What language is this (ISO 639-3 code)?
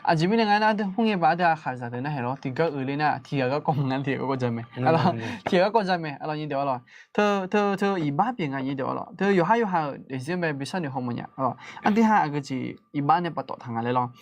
ahk